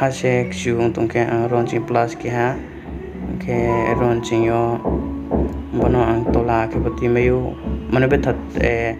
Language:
Riang (India)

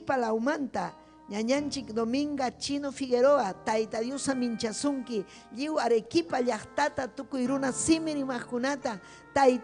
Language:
Ayacucho Quechua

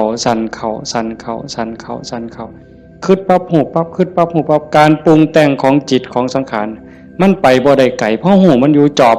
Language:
Northeastern Thai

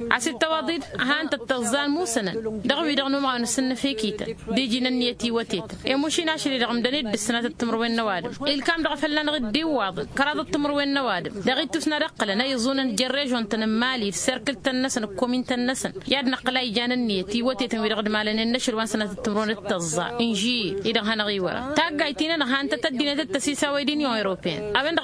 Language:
Tamasheq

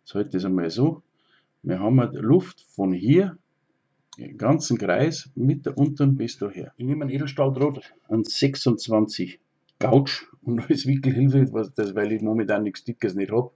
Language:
Bavarian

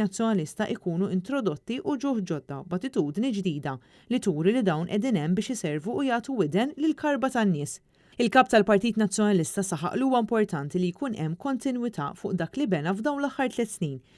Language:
Maltese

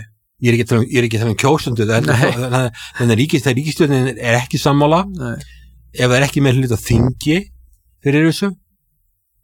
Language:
Icelandic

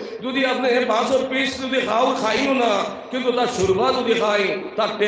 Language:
Sylheti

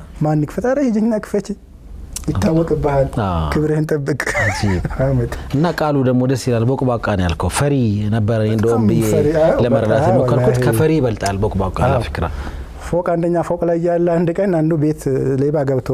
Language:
Amharic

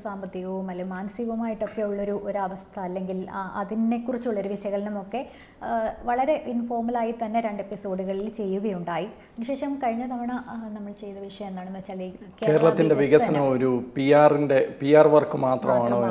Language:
Malayalam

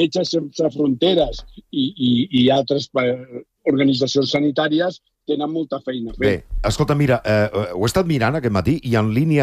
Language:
Catalan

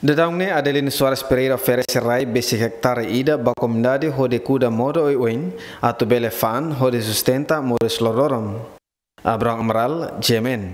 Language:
Tetum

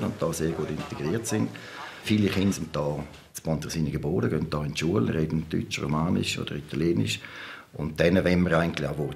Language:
Romansh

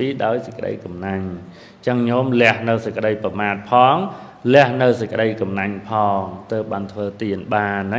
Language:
Khmer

